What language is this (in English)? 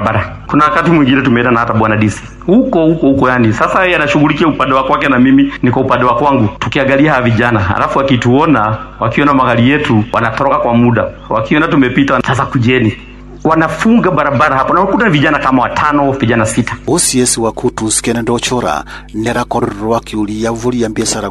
Swahili